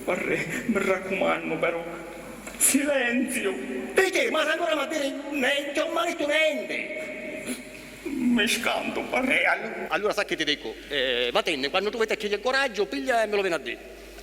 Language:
Sicilian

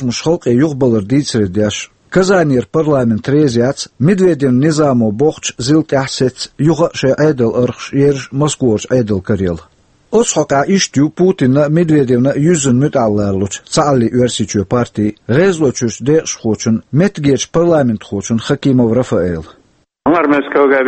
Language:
Chechen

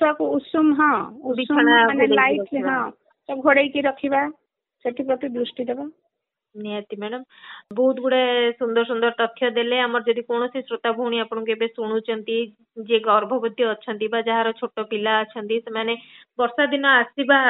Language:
Odia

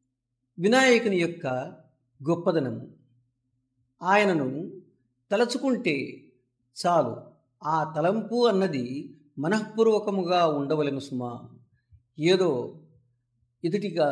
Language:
Telugu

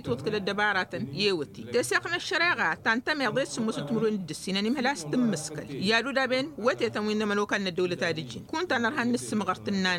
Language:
Tamasheq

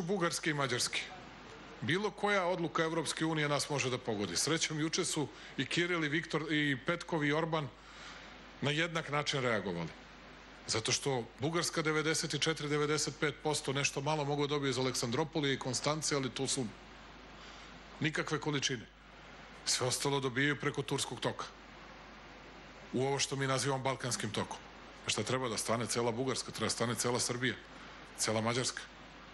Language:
Serbian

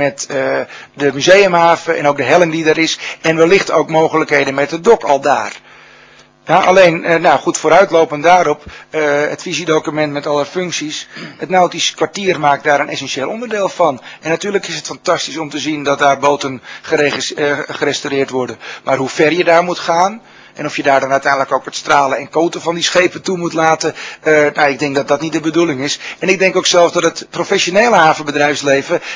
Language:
Dutch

